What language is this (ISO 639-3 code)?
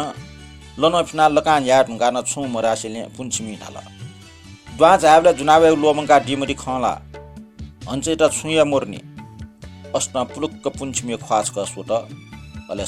new